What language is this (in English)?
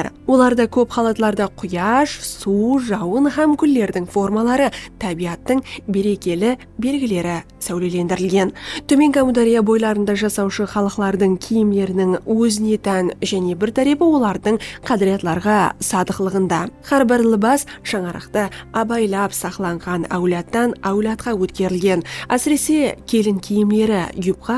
Kara-Kalpak